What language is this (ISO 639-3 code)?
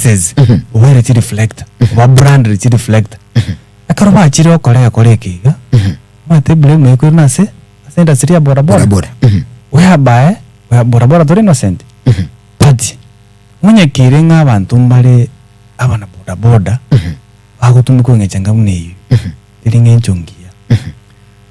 guz